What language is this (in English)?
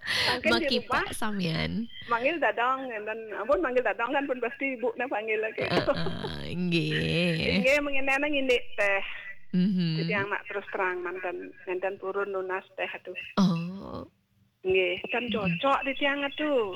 Balinese